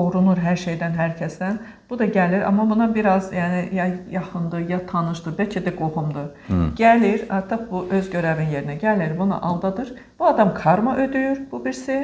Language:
Azerbaijani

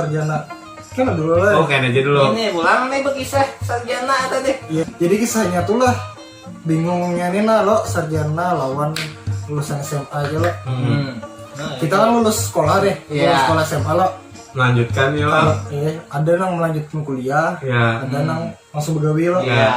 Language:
Banjar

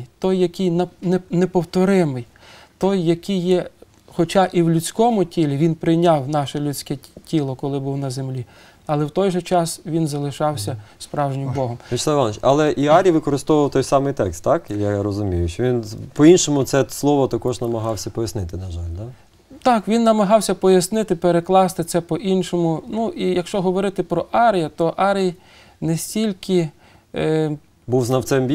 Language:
Ukrainian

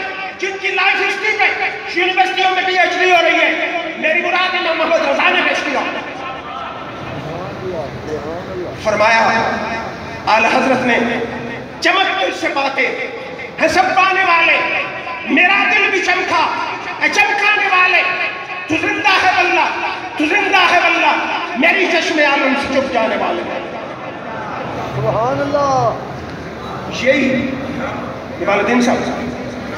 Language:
Urdu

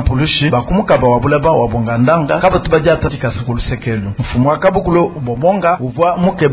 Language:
Luba-Lulua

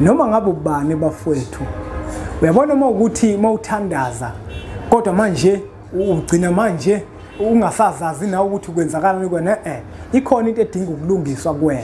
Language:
Zulu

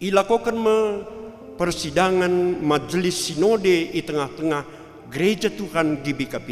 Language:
Batak Karo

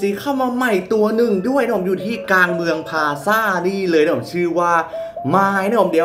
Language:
Thai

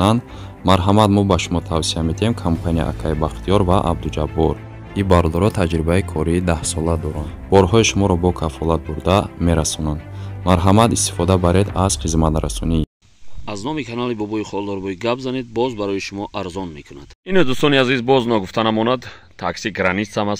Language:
Tajik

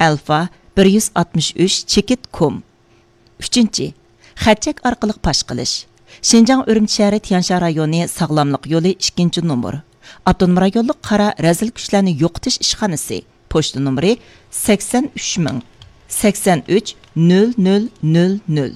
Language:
Uyghur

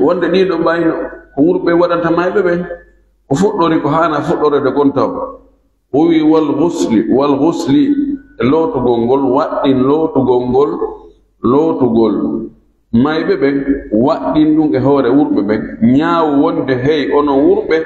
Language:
Pular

